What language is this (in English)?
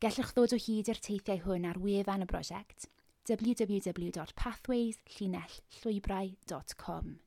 Welsh